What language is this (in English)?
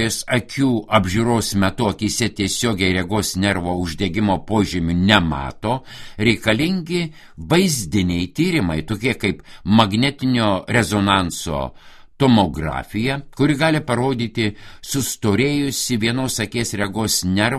Lithuanian